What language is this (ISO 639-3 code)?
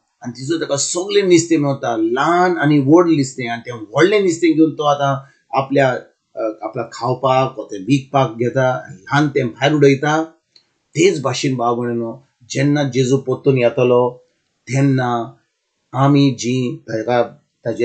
kok